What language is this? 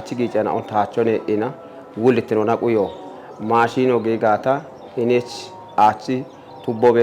Kafa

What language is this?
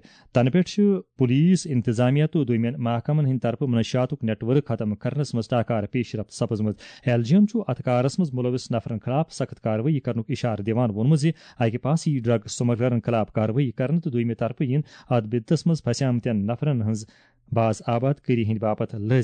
Kashmiri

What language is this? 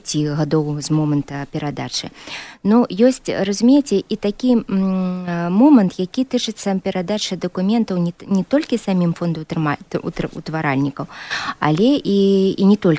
Belarusian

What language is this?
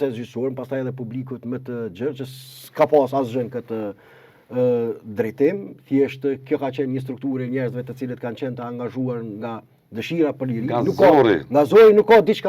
Albanian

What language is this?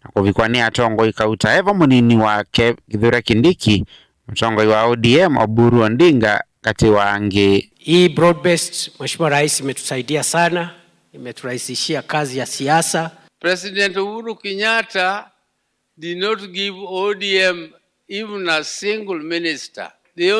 Kamba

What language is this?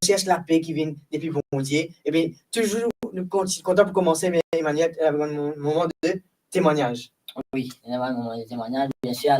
Morisyen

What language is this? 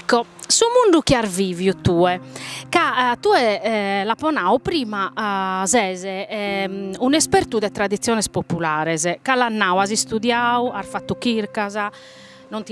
Sardinian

